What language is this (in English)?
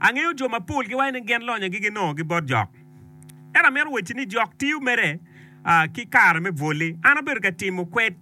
Acoli